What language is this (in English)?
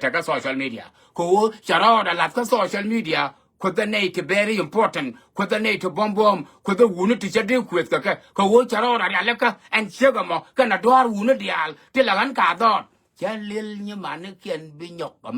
Nuer